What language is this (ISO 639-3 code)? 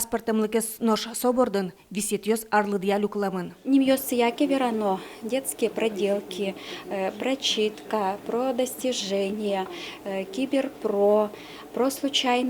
udm